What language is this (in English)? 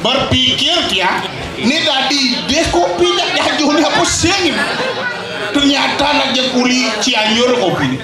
Balinese